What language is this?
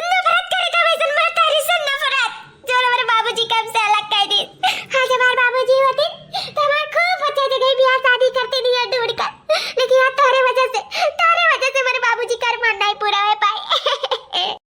Awadhi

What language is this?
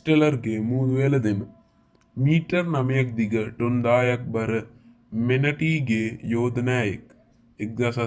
Sinhala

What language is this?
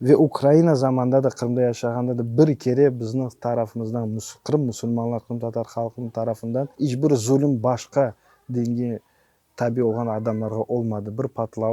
Crimean Tatar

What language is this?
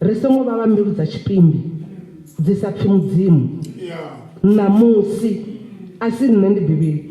Venda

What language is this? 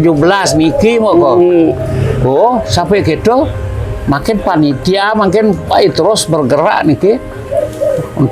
Balinese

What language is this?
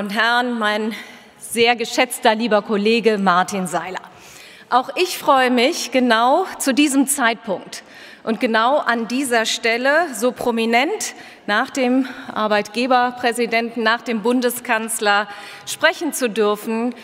German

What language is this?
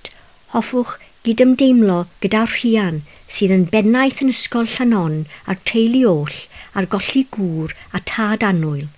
Welsh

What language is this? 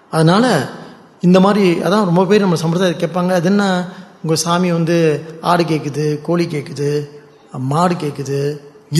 Tamil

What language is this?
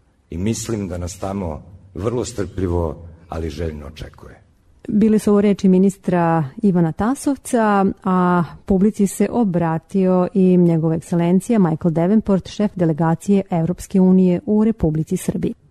Serbian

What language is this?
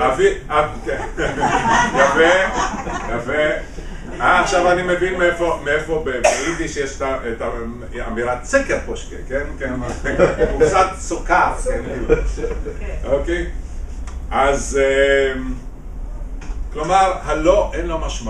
Hebrew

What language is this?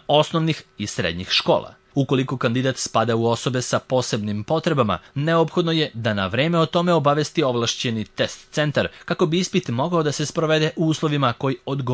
Serbian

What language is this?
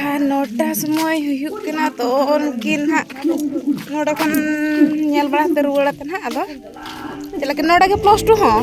Santali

